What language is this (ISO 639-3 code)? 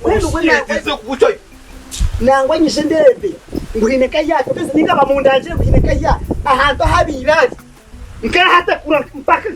nyn